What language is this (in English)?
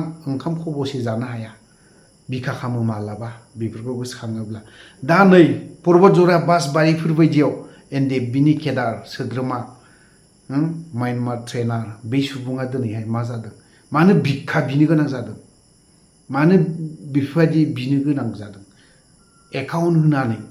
Bodo